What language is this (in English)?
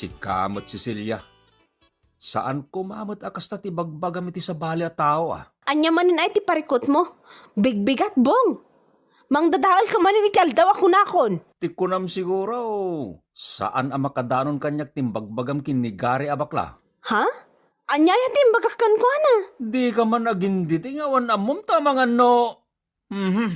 Iloko